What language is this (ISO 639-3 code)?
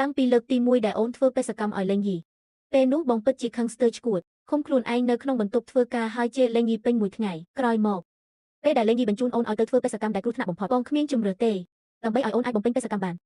khm